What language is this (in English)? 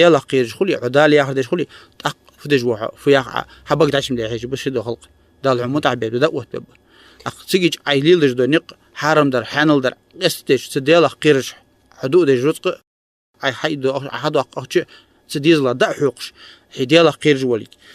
Ingush